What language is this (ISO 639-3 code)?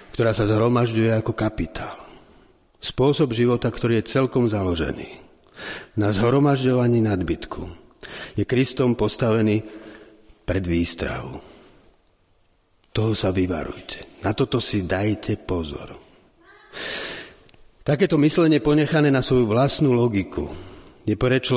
slk